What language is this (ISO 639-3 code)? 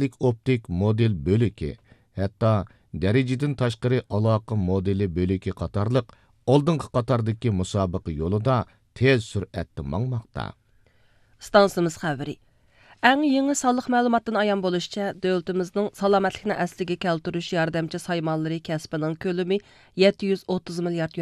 uig